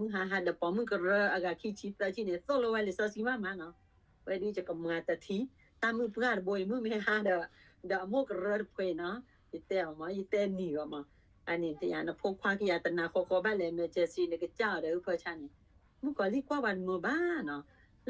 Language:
S'gaw Karen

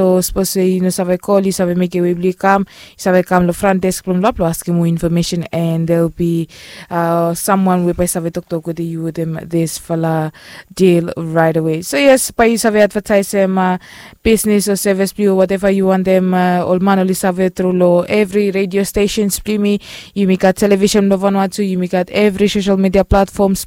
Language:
Bislama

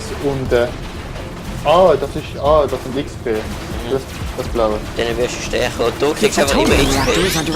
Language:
Swiss German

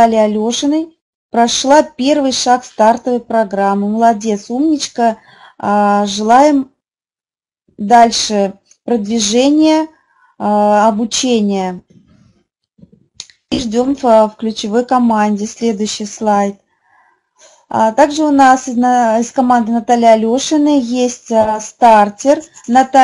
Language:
Russian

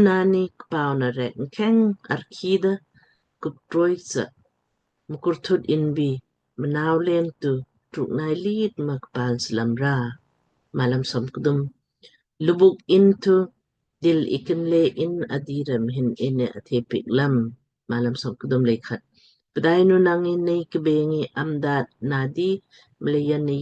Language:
Lamkang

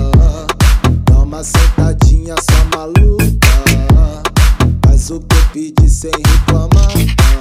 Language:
Portuguese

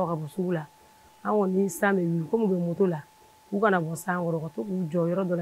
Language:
Bambara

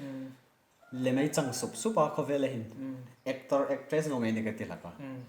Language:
Hmar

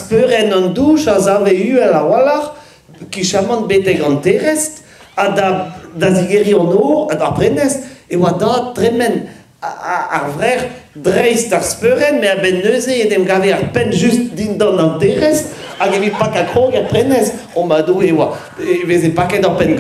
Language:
Breton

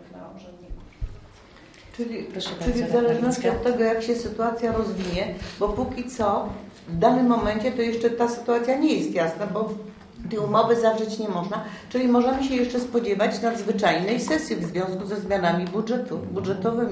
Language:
Polish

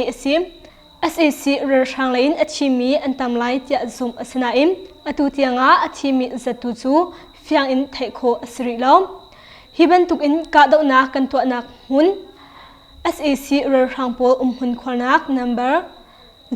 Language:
Hakha Chin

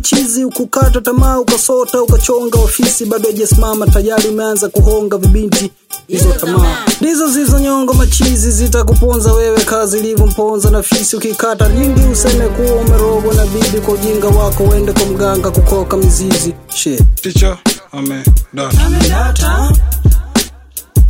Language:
Swahili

